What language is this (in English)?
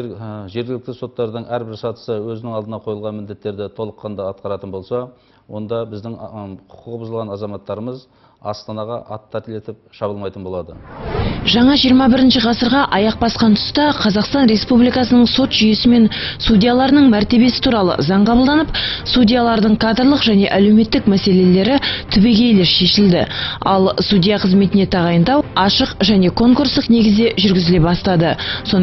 Kazakh